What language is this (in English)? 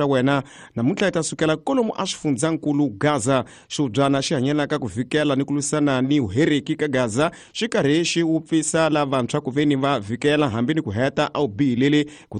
Tsonga